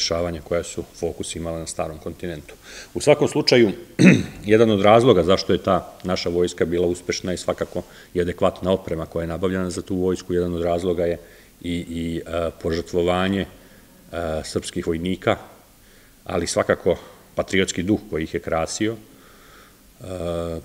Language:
Serbian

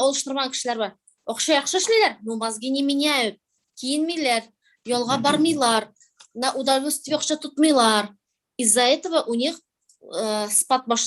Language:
Tatar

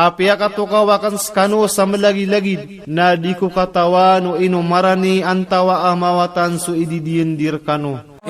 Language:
Maranao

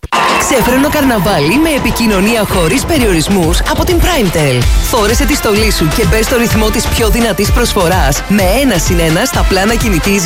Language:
Greek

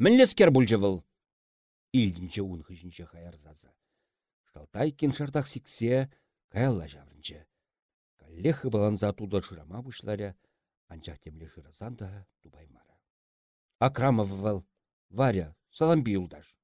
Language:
Chuvash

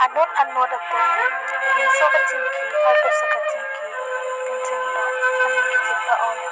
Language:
Karbi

